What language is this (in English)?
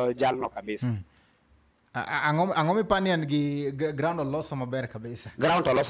Luo (Kenya and Tanzania)